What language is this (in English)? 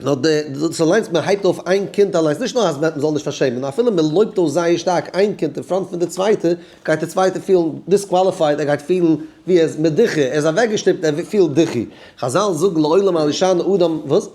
Yiddish